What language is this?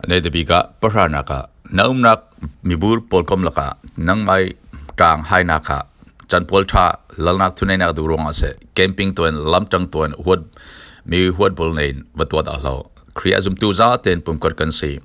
Falam Chin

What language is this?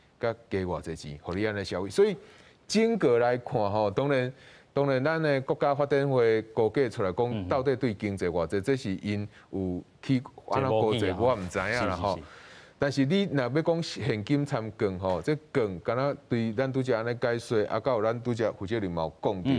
Min Nan Chinese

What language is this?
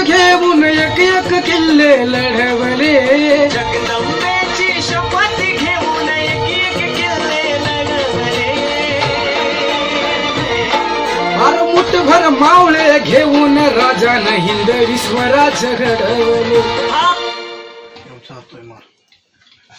Marathi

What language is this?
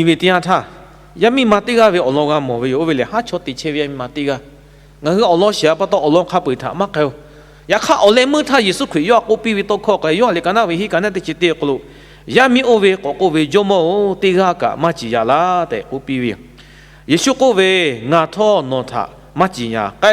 Lahu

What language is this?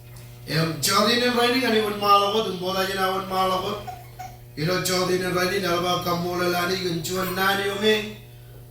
Marshallese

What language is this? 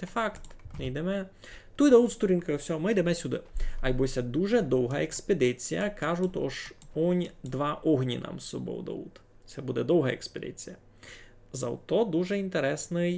Rusyn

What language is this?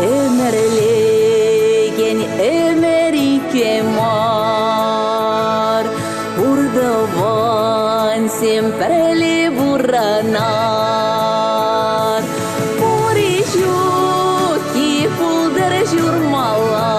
Chuvash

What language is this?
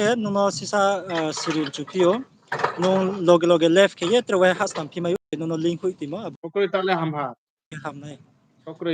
Riang (India)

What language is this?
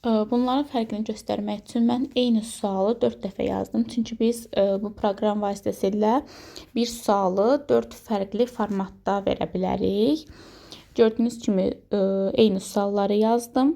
Azerbaijani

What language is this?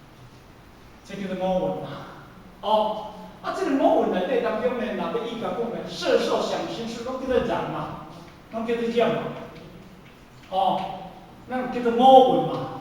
Min Nan Chinese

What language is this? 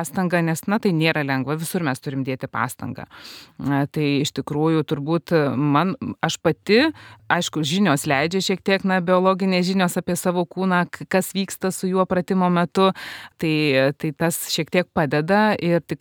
Lithuanian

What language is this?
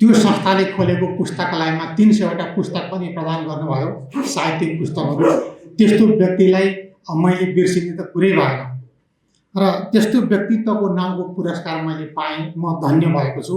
Nepali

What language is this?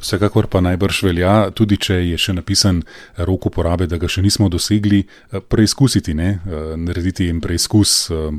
Slovenian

